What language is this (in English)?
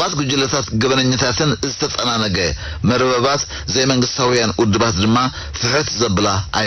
Tigrinya